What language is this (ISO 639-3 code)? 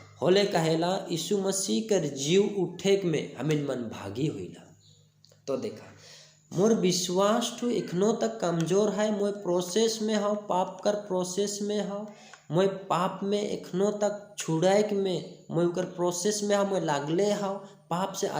sck